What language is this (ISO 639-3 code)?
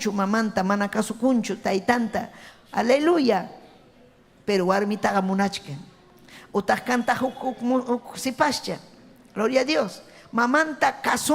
quy